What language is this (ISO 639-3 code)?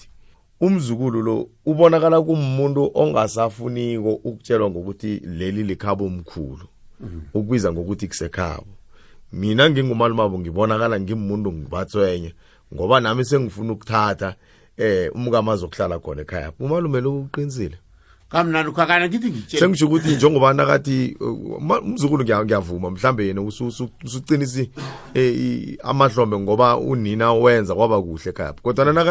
nbl